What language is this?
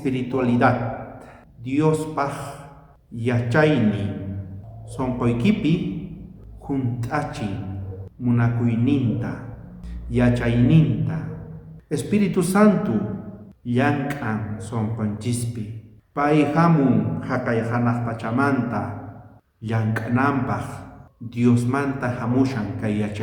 South Bolivian Quechua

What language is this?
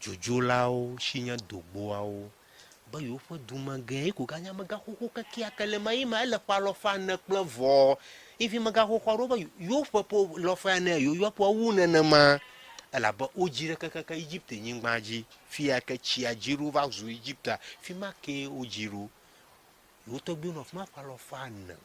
Ewe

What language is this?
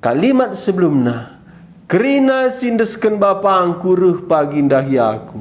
Batak Karo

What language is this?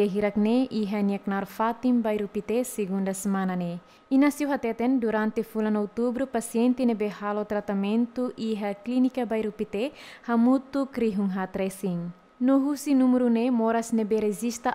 Tetum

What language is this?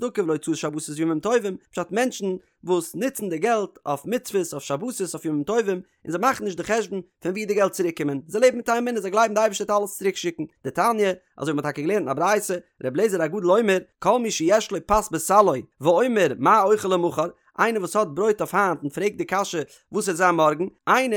Yiddish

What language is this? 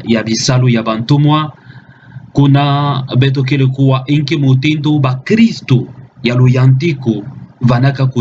Kituba (Democratic Republic of Congo)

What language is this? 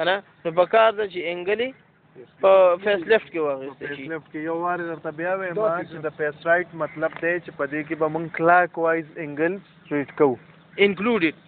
Pashto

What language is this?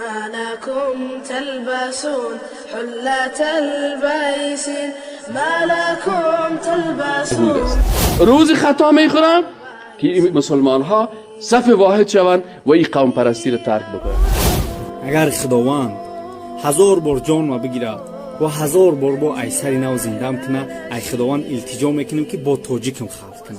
Persian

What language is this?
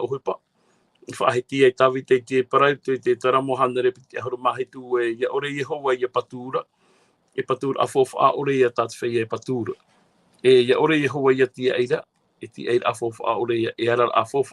Tahitian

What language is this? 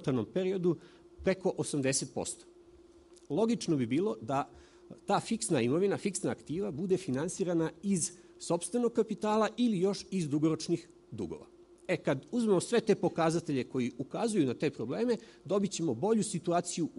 Serbian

